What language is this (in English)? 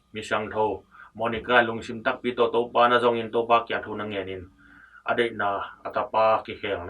Tedim Chin